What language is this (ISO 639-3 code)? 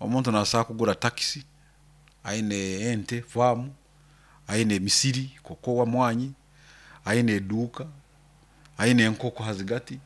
nyo